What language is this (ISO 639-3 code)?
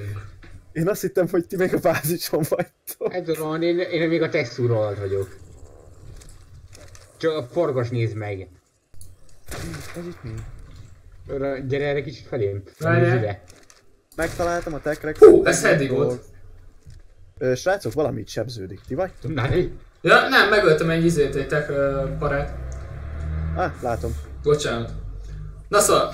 hun